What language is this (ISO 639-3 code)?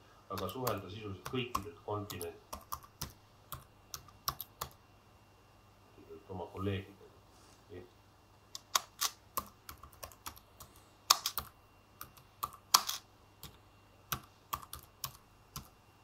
est